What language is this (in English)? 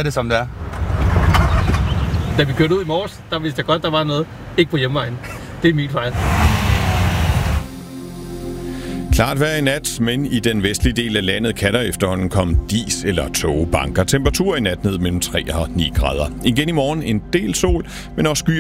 Danish